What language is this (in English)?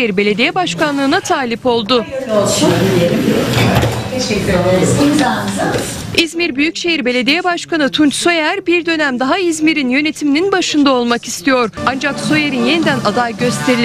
Turkish